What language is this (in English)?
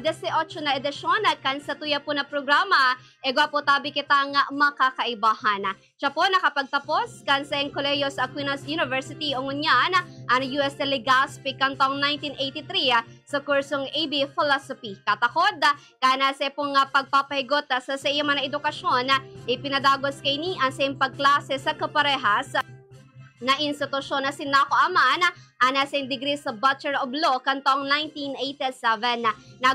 Bikol